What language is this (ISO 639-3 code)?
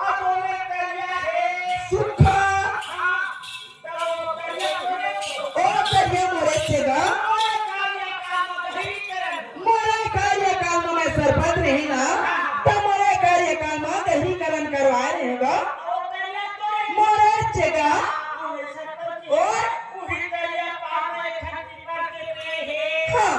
hne